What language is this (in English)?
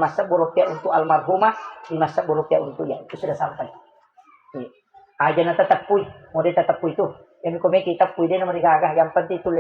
Buginese